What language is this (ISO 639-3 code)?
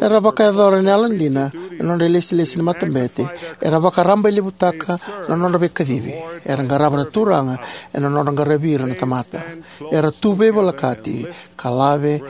fij